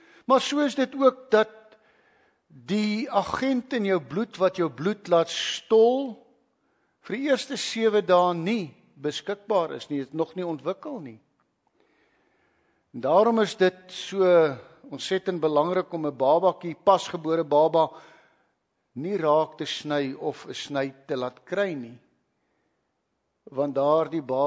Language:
Afrikaans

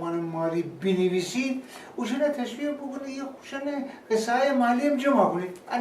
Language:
Gilaki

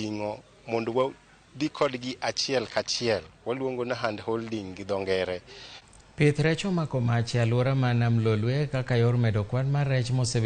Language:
Luo (Kenya and Tanzania)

